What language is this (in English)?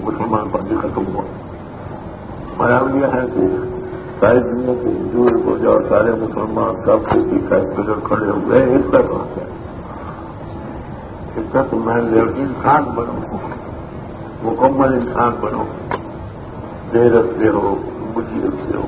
Urdu